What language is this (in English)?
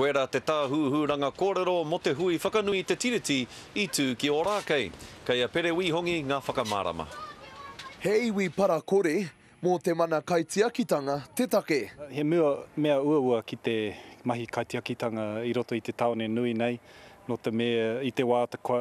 Māori